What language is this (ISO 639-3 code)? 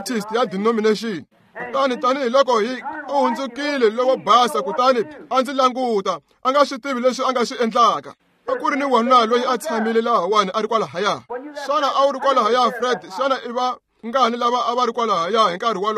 tso